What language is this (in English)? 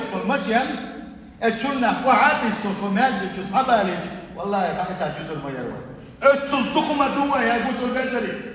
Chechen